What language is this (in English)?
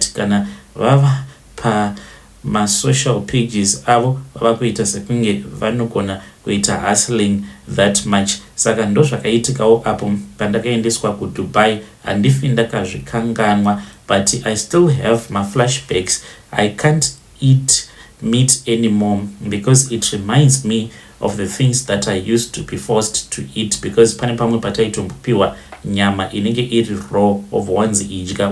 Shona